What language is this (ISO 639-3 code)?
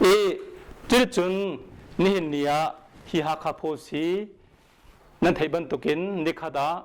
cnh